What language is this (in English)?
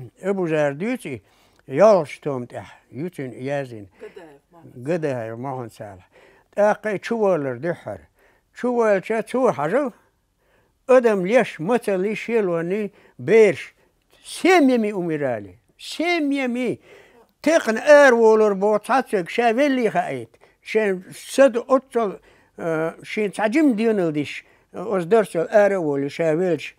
Chechen